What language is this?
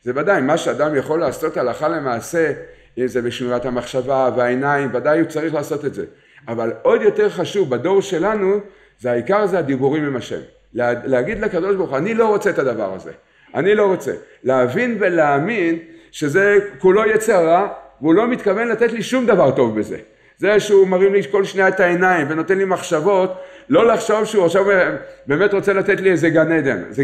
Hebrew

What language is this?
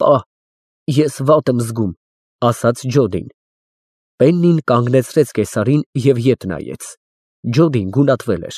Armenian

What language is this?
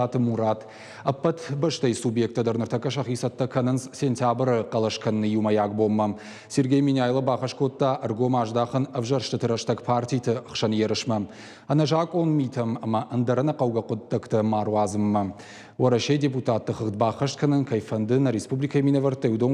Ossetic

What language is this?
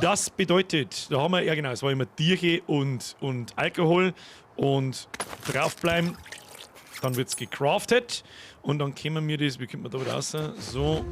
Bavarian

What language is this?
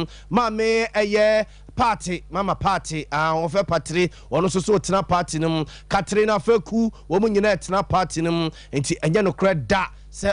Akan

